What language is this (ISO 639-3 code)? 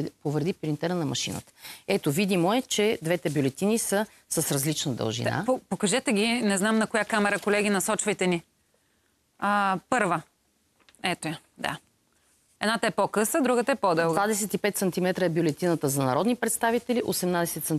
bul